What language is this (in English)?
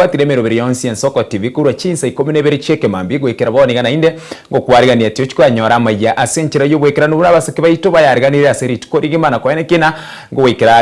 Gusii